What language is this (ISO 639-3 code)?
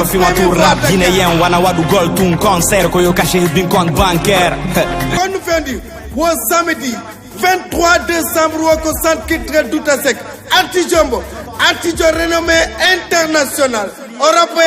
ful